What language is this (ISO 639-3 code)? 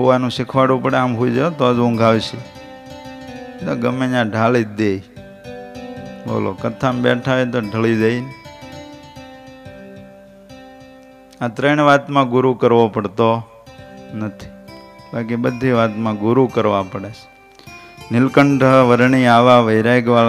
guj